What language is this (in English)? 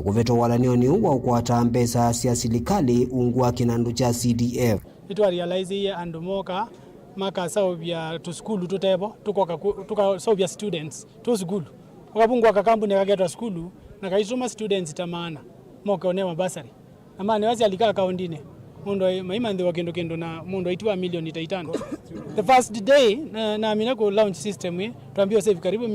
Kamba